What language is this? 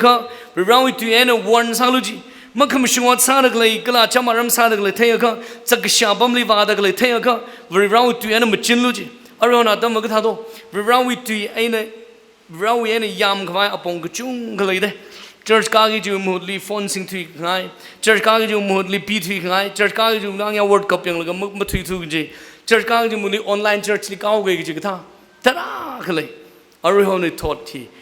Tangkhul Naga (India)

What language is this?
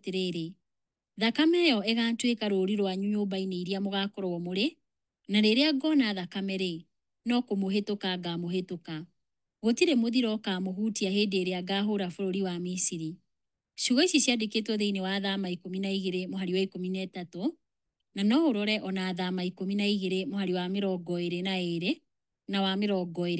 Kikuyu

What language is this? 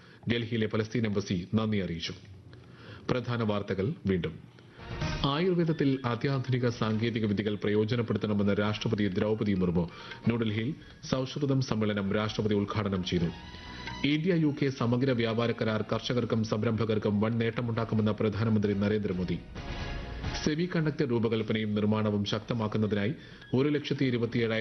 Malayalam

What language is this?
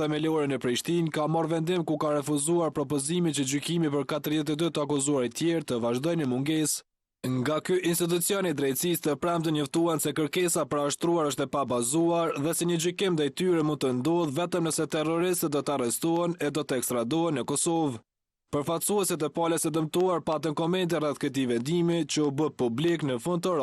Albanian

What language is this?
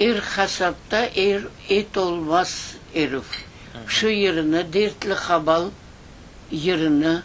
Crimean Tatar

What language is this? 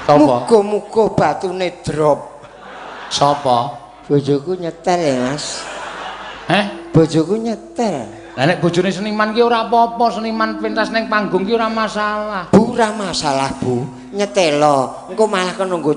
Javanese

